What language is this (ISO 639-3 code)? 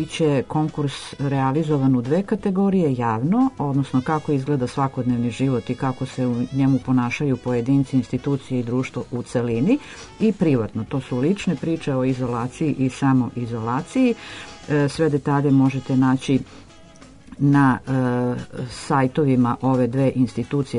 srp